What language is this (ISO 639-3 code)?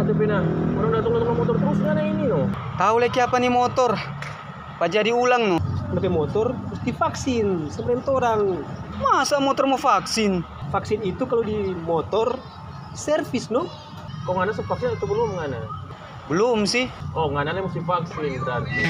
xmm